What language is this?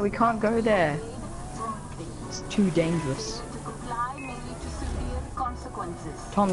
English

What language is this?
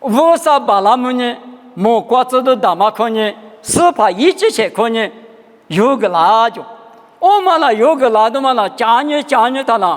Lisu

